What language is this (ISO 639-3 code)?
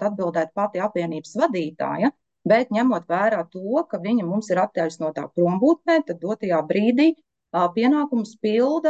lav